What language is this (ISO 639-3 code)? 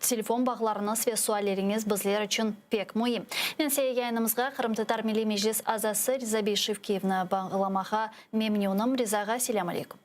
crh